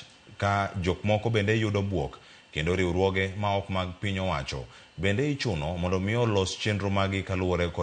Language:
Luo (Kenya and Tanzania)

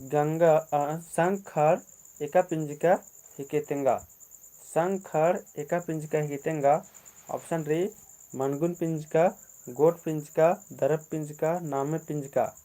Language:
Kurukh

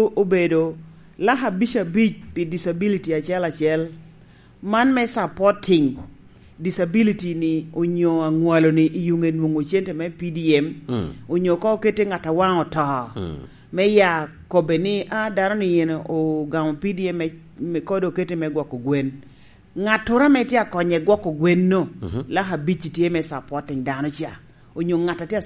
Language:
Lango (Uganda)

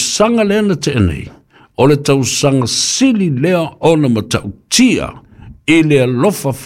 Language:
Samoan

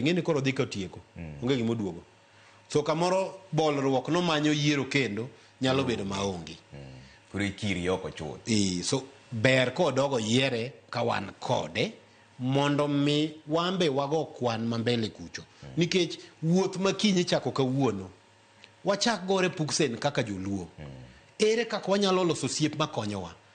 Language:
Luo (Kenya and Tanzania)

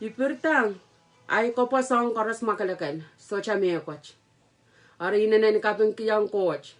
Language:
Pohnpeian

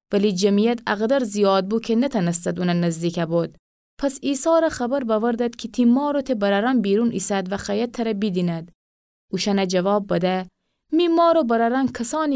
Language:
Gilaki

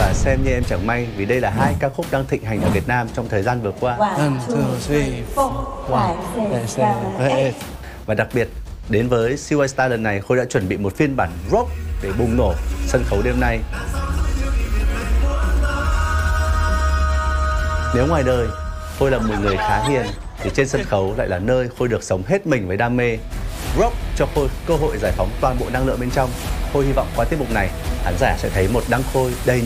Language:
Vietnamese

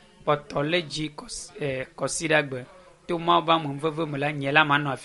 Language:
Ewe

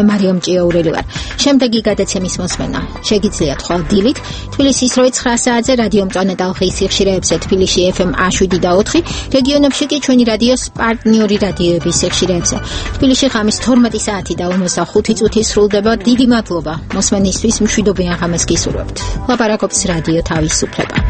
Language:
Georgian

